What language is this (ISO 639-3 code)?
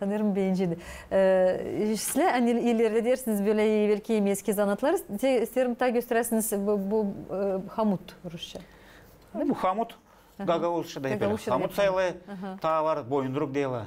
gag